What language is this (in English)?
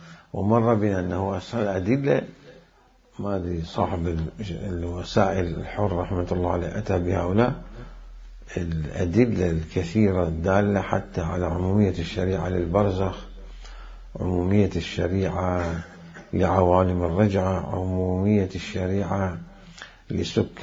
Mesopotamian Arabic